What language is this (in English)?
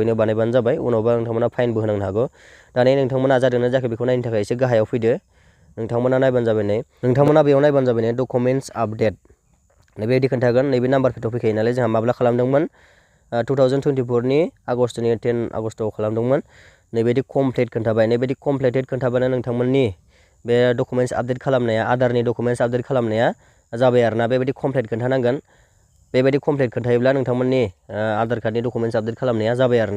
Bodo